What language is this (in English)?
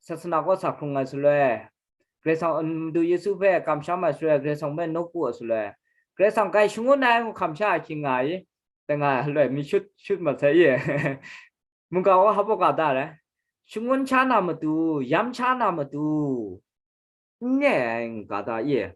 Kachin